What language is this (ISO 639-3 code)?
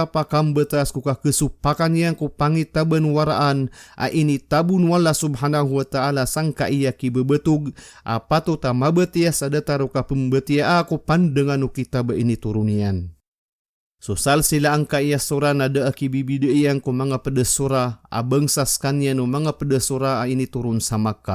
mrw